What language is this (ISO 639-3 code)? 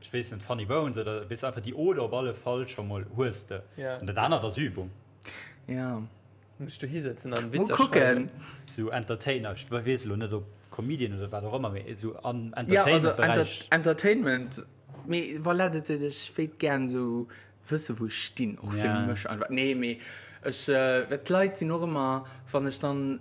ltz